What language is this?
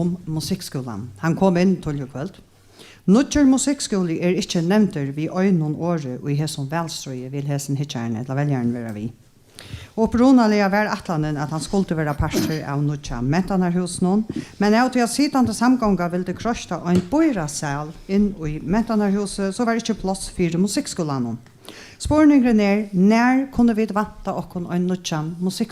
Faroese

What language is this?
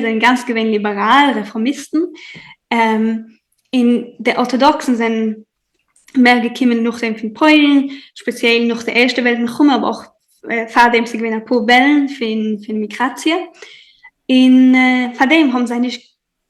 Yiddish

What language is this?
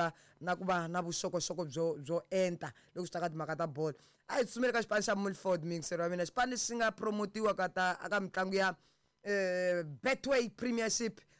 Tsonga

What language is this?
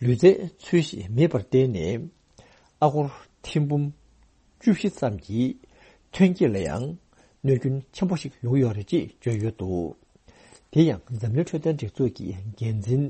Tibetan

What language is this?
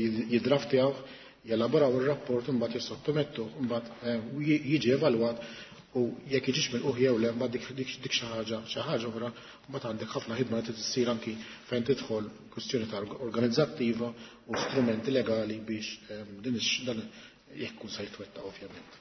Maltese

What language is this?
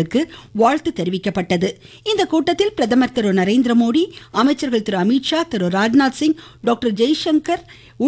Tamil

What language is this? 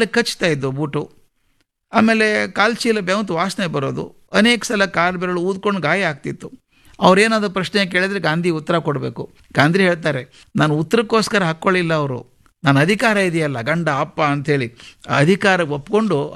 Kannada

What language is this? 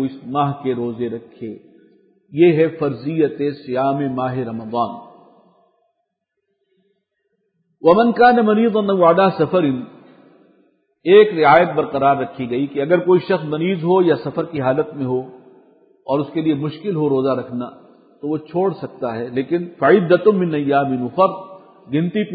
Urdu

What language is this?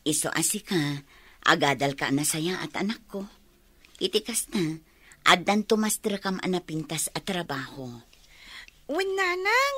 Iloko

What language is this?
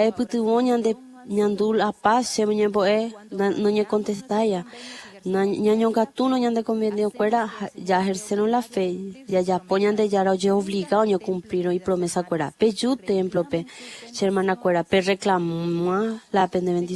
Guarani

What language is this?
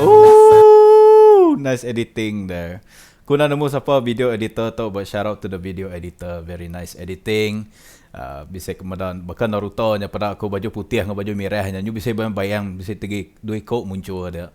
Iban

